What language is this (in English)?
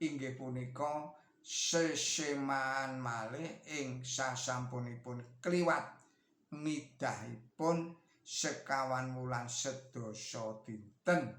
Javanese